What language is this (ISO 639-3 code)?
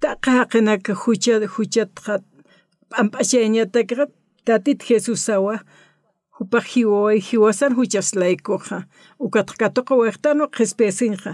aym